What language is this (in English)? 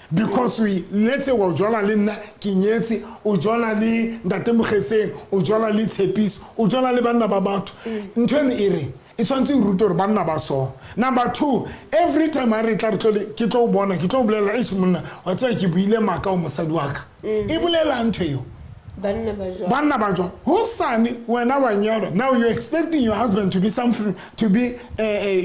Southern Sotho